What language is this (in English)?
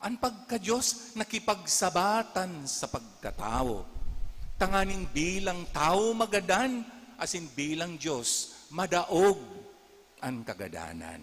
Bikol